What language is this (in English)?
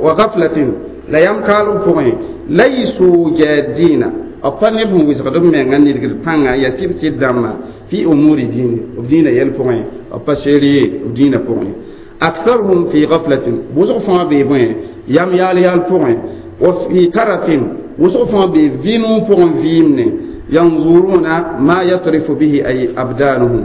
Mossi